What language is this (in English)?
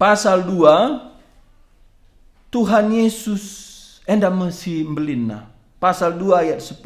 Batak Karo